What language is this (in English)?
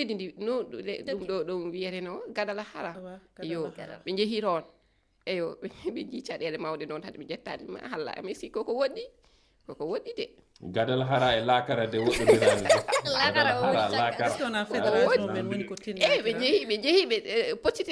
Fula